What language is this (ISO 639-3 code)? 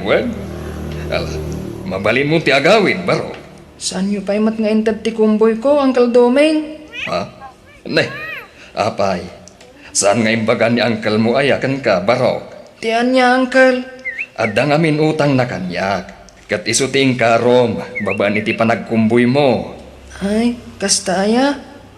ilo